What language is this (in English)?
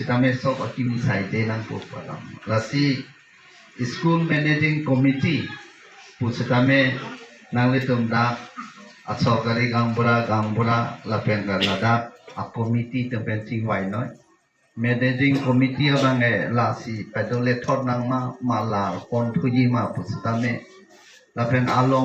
Karbi